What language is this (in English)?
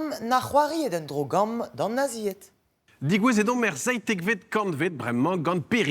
Breton